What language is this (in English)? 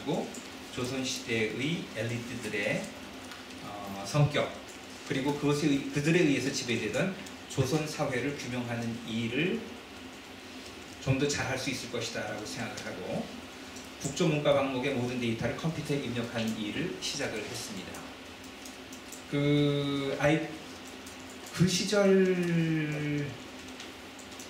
Korean